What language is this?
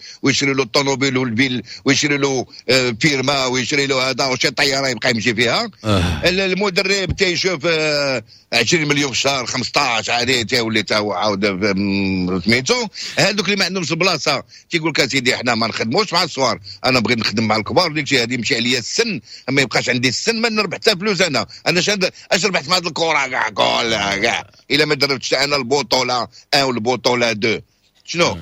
Moroccan Arabic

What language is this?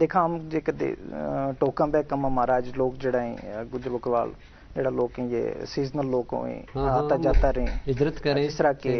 Gujari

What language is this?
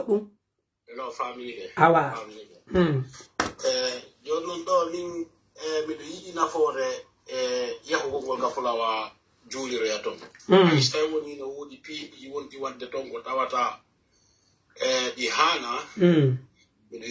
Pular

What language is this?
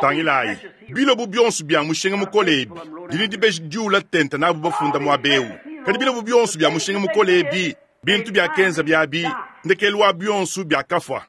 Luba-Lulua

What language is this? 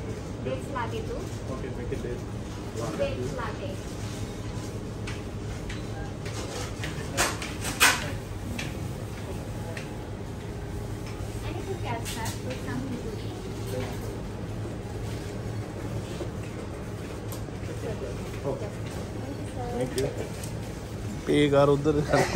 Punjabi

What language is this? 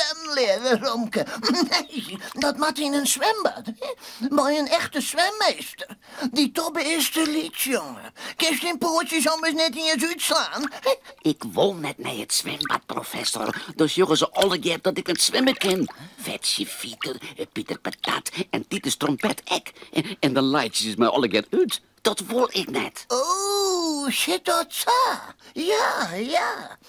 Western Frisian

